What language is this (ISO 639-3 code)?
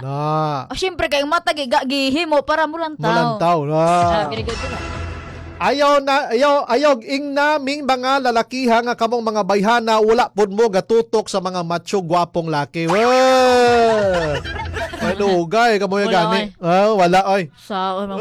ceb